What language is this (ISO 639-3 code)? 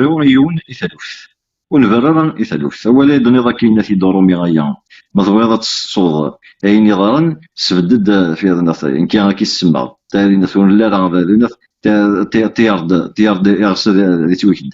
kab